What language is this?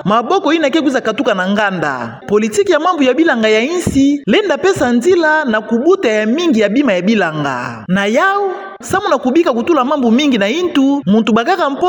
Kituba (Democratic Republic of Congo)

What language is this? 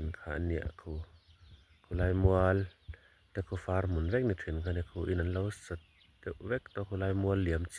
Mizo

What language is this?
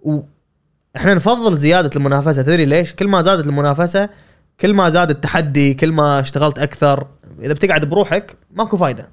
Gulf Arabic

